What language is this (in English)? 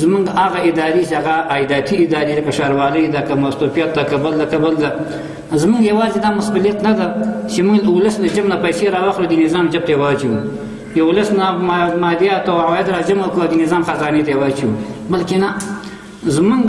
Pashto